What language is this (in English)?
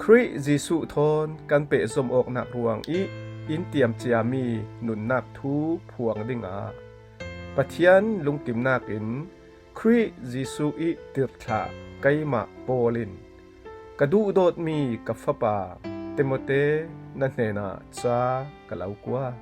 Falam Chin